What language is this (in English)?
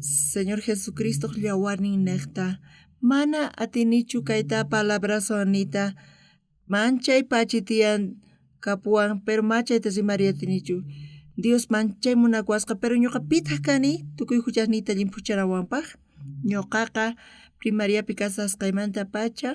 South Bolivian Quechua